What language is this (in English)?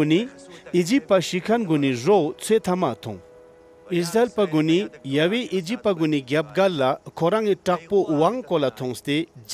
Ladakhi